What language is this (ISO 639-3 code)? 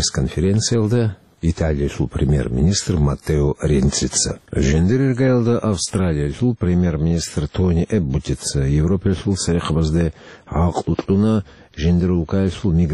ava